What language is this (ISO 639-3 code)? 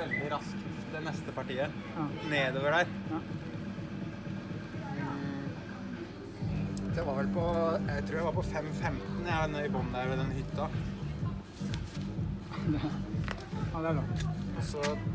nor